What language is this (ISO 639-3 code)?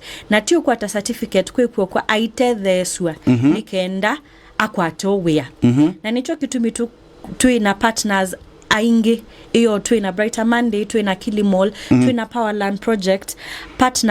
kam